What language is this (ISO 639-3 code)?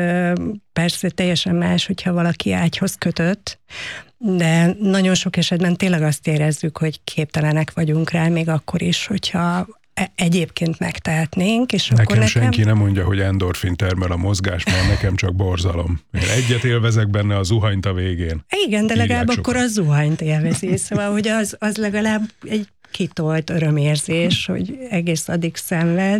hun